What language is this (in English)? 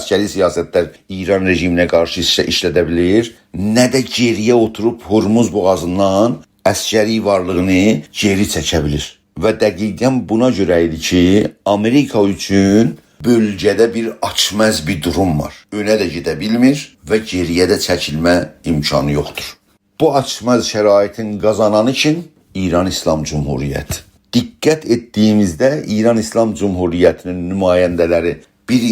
South Azerbaijani